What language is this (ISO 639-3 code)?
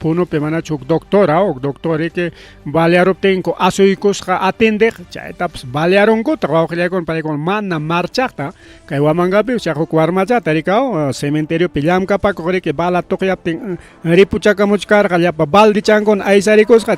quy